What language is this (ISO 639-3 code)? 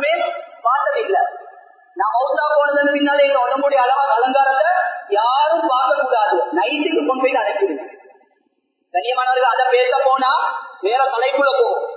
tam